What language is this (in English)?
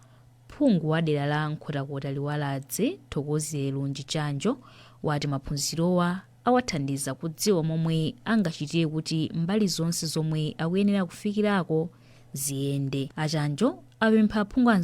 Nyanja